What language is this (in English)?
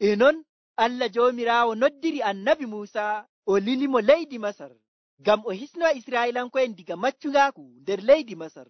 Nigerian Fulfulde